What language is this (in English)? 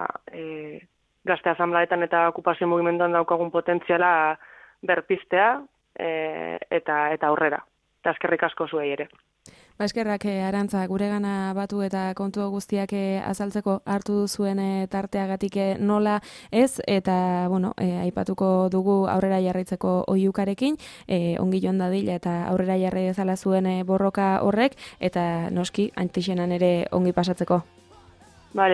Basque